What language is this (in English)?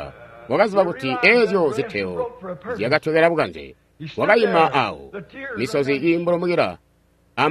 Tonga (Zambia)